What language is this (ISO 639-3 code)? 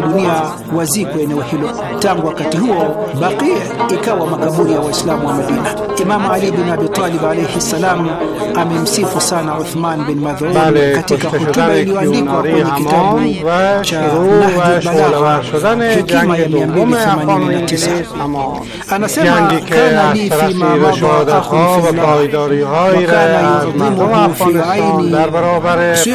swa